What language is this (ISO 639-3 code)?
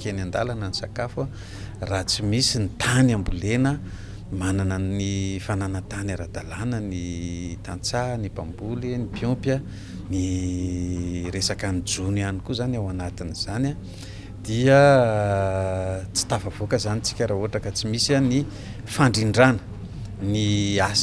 mlg